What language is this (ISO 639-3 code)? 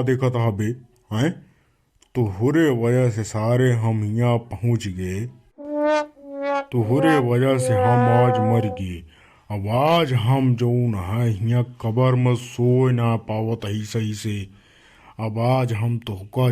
awa